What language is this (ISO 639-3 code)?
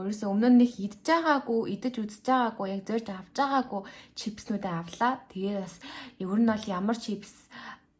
mon